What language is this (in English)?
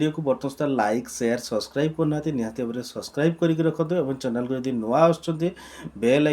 Odia